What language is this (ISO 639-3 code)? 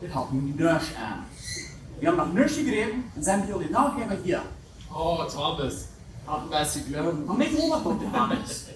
pdt